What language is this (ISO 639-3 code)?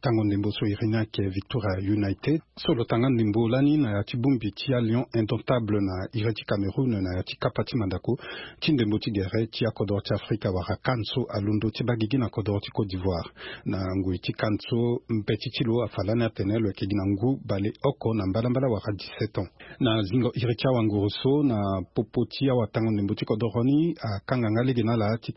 sag